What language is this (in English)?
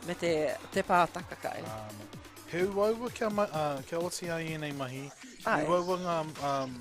Māori